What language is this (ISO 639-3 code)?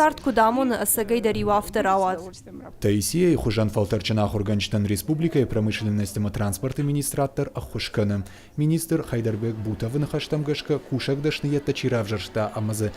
oss